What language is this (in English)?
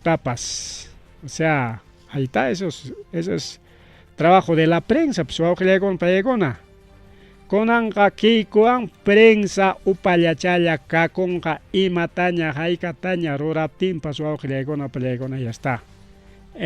Ayacucho Quechua